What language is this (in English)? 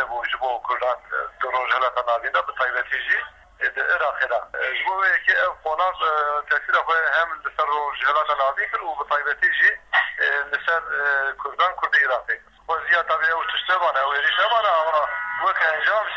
Kurdish